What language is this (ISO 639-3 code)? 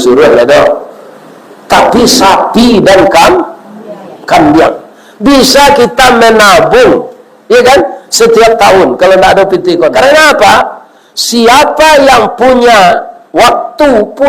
min